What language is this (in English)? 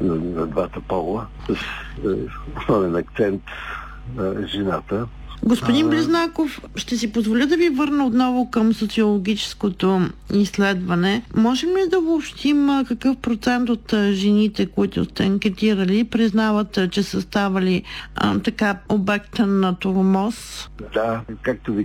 Bulgarian